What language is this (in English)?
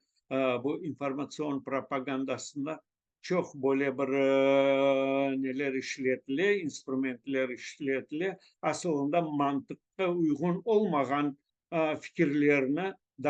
Crimean Tatar